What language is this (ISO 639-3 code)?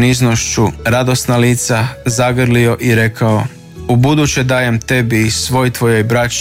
hrv